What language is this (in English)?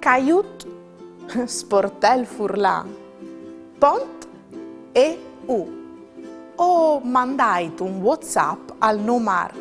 Friulian